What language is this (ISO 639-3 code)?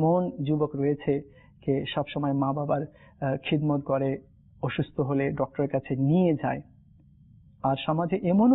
ben